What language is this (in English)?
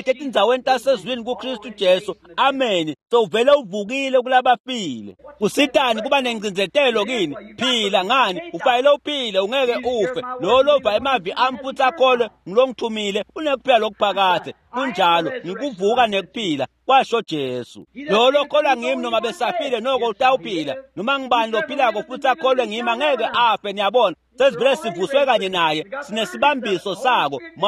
Swati